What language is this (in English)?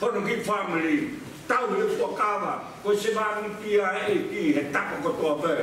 Tongan